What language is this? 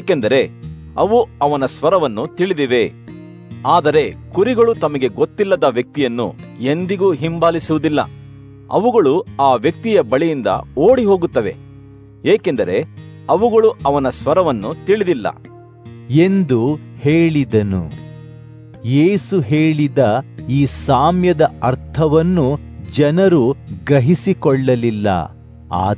Kannada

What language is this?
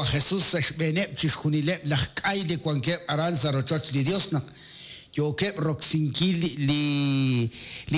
Kekchí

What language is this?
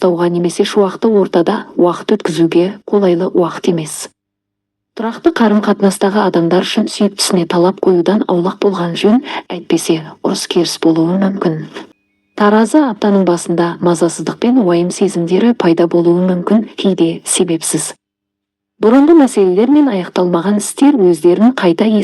Kazakh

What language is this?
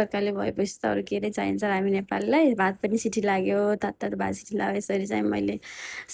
Nepali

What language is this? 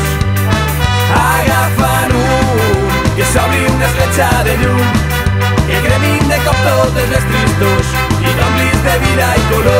Catalan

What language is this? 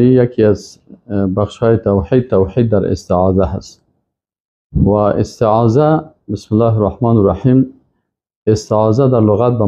Persian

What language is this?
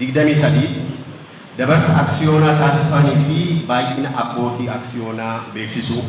Oromo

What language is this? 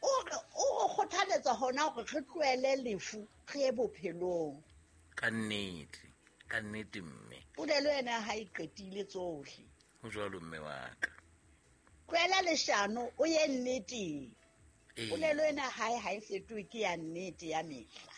Southern Sotho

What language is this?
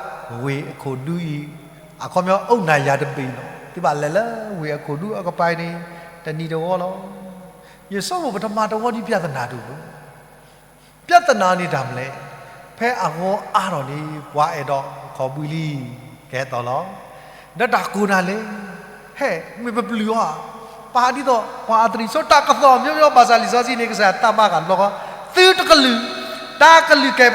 S'gaw Karen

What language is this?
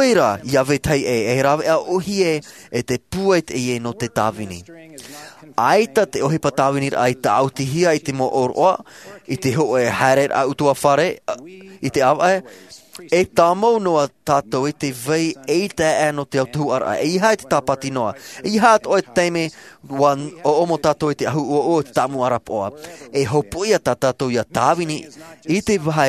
Tahitian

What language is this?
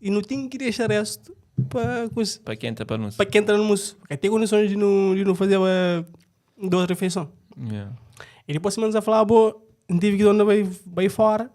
Kabuverdianu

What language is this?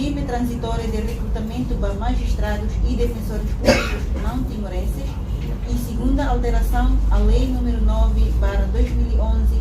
Tetum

